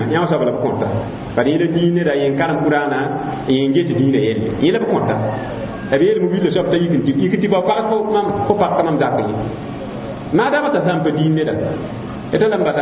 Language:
Mossi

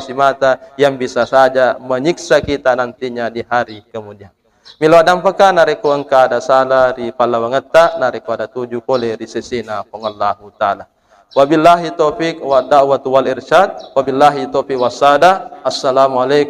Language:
Buginese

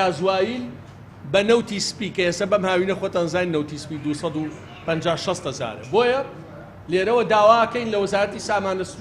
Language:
Central Kurdish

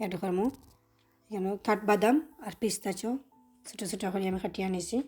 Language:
Sylheti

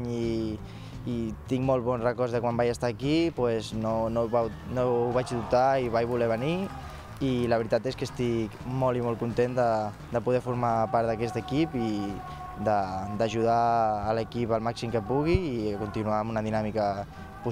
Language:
Catalan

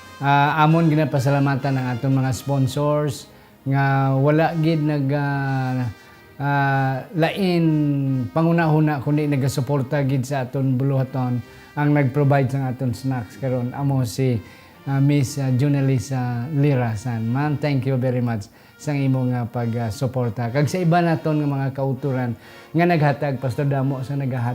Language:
Hiligaynon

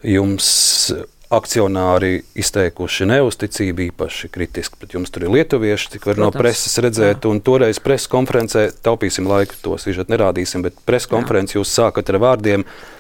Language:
Latvian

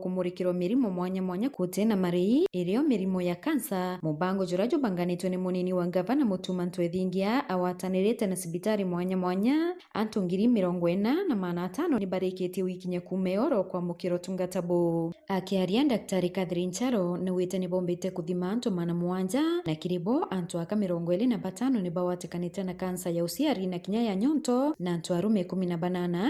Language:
Meru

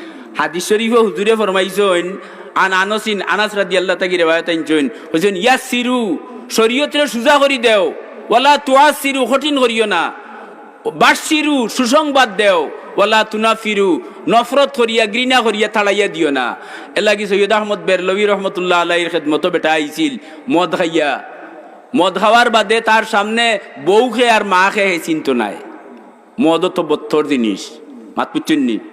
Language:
Sylheti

